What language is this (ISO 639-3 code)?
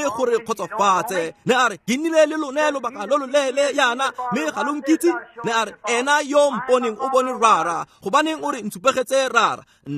tsn